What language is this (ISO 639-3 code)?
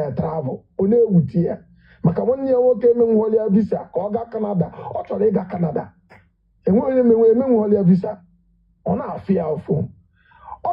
ibo